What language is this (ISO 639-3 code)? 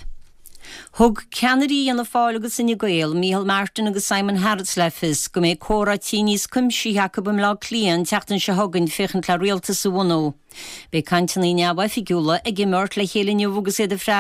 gle